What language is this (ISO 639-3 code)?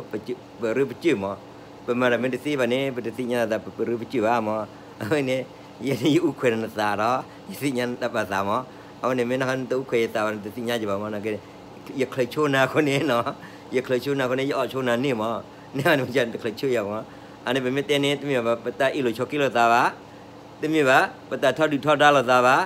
ksw